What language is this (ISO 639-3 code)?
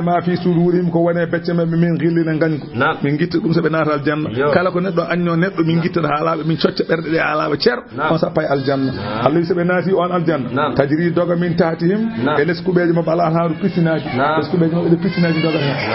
ful